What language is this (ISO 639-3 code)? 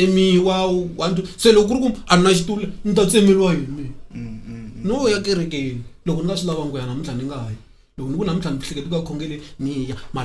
tso